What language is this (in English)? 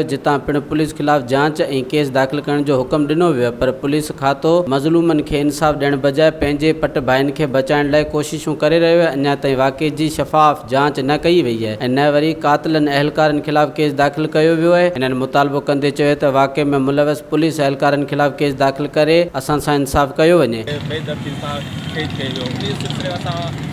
Sindhi